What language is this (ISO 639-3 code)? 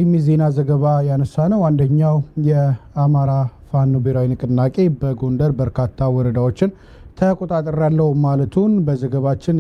amh